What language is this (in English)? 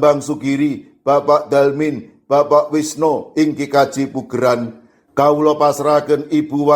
Javanese